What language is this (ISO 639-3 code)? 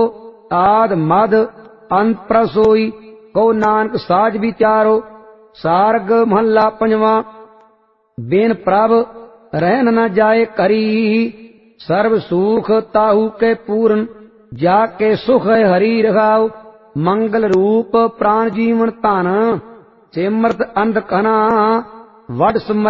pan